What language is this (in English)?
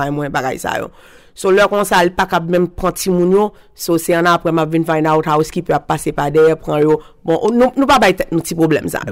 Haitian Creole